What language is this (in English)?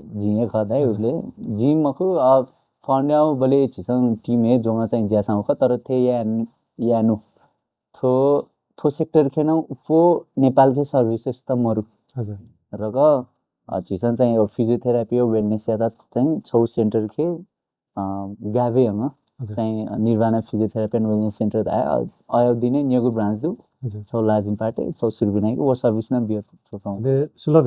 Newari